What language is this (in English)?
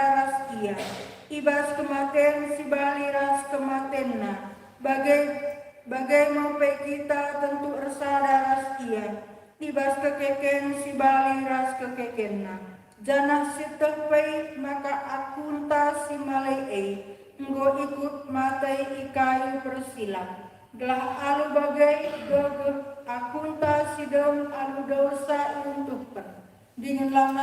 Batak Karo